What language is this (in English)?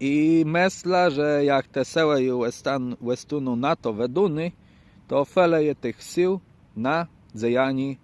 Kashubian